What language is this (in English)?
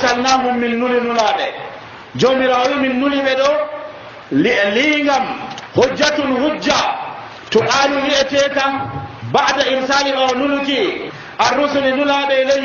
Nigerian Fulfulde